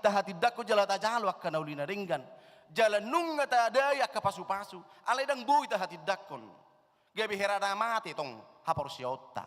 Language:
Batak Toba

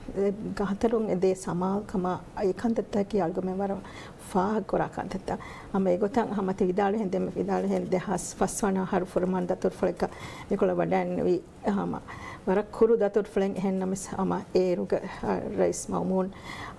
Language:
Divehi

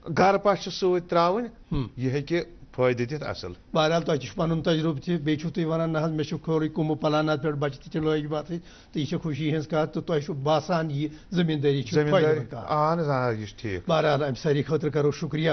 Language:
Kashmiri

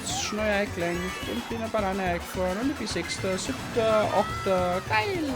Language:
Bavarian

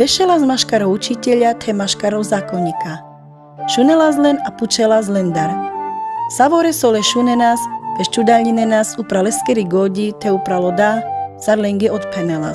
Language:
Carpathian Romani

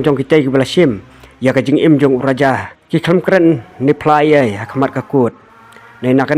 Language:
Khasi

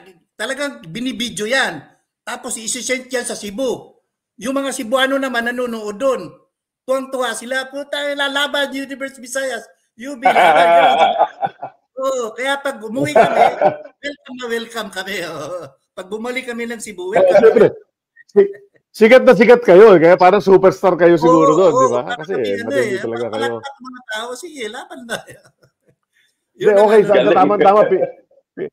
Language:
Filipino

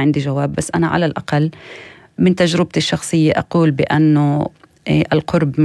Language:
North Levantine Arabic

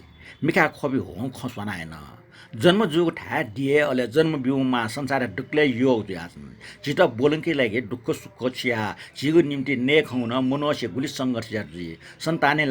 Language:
Newari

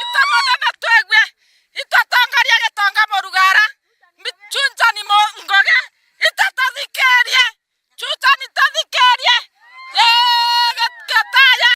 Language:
Meru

